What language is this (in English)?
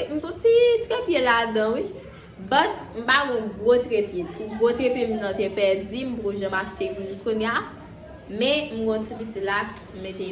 Haitian Creole